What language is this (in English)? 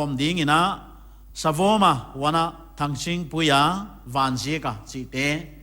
Paite Chin